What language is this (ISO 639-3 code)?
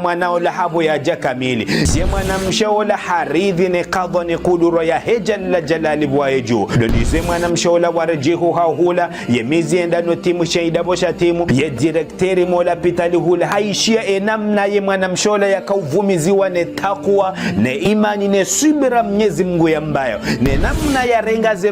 zdj